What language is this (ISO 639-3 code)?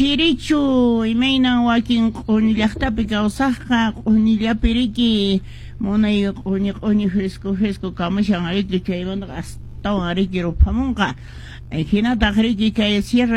que